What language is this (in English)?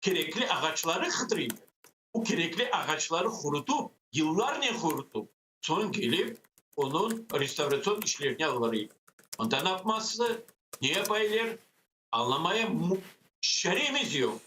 Crimean Tatar